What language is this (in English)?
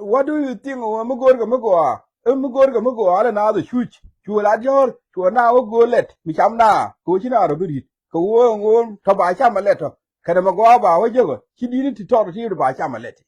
Nuer